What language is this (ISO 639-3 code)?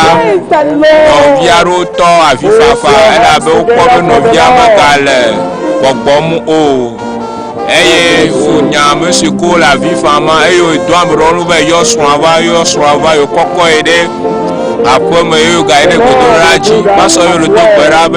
ewe